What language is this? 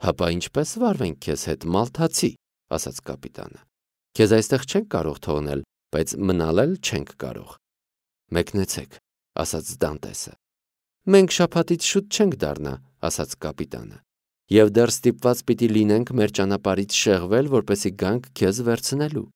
Armenian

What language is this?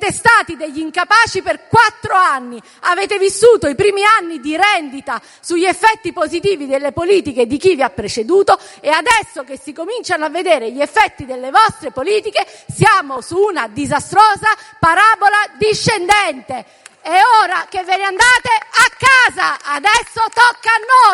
Italian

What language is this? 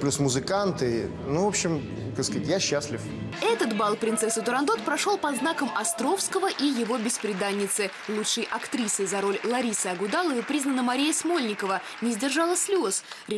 Russian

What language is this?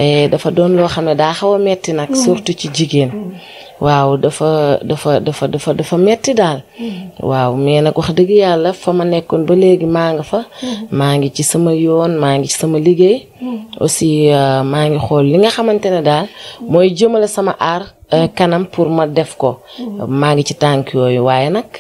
Wolof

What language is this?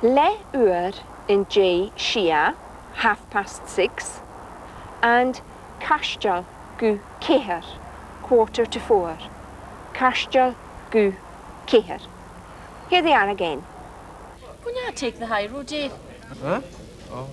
Scottish Gaelic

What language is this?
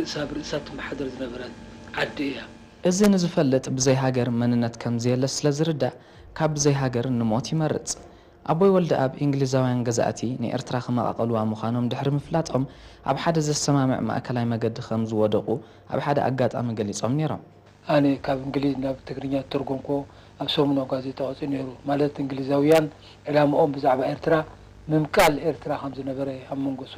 Tigrinya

